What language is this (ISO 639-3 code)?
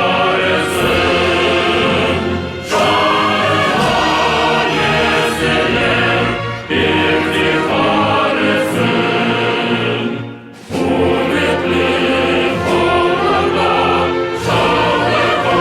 crh